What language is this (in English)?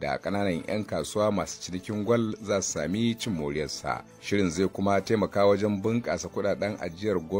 Hausa